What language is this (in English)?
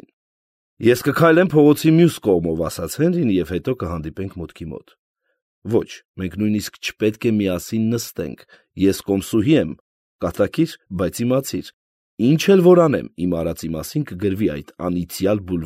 Armenian